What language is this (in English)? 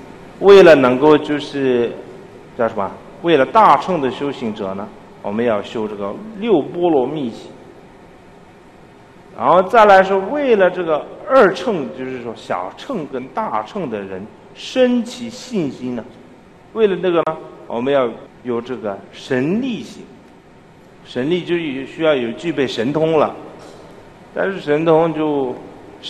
Chinese